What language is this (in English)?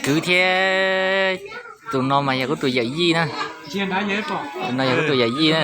Hmong